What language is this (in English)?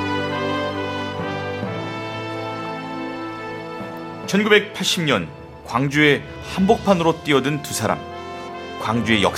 Korean